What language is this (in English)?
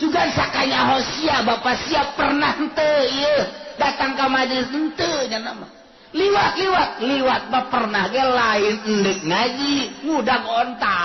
Sundanese